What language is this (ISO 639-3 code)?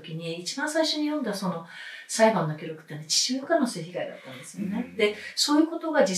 jpn